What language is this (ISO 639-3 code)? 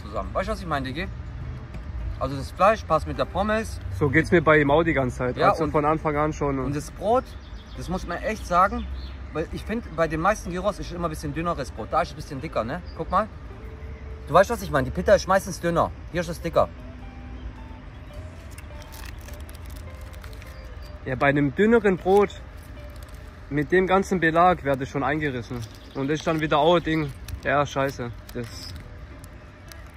deu